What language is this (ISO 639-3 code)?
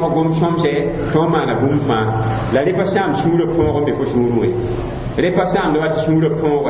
mos